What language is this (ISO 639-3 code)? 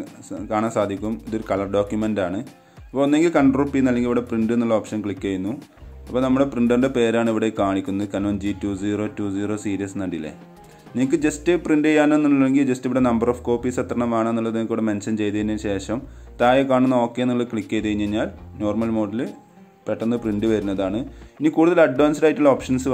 mal